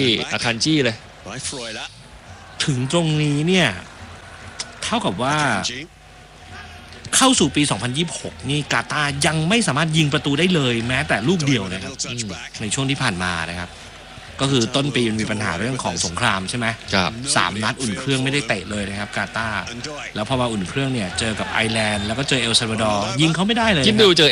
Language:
Thai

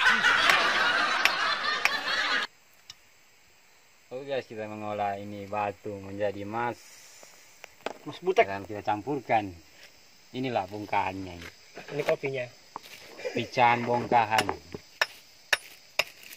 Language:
Indonesian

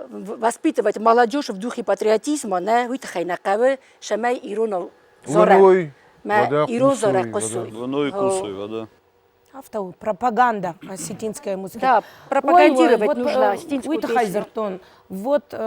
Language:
Ossetic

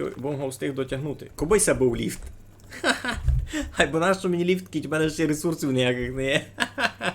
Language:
Rusyn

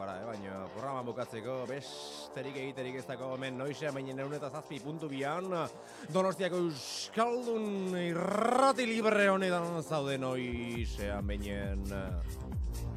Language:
Basque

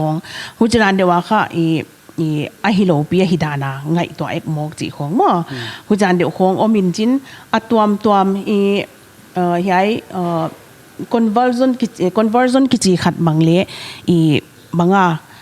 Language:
Paite Chin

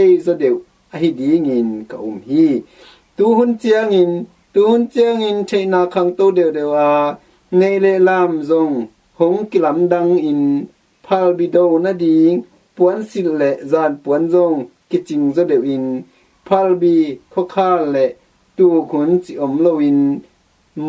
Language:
Tedim Chin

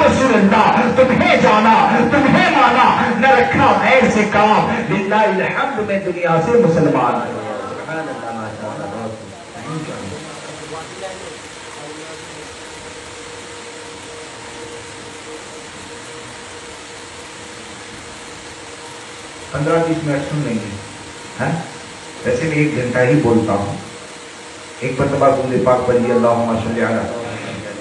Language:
Urdu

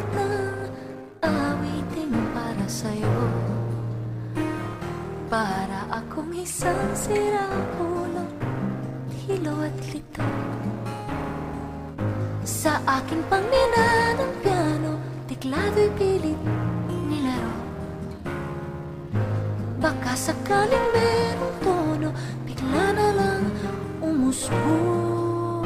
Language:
Filipino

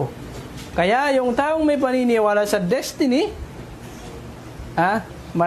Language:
Filipino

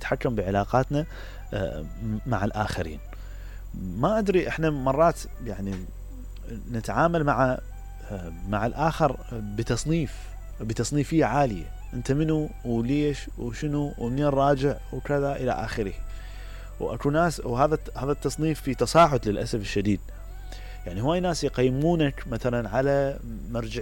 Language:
Mesopotamian Arabic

